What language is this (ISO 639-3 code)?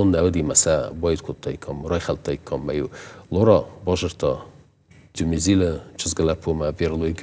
oss